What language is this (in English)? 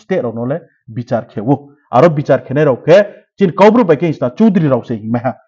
Riang (India)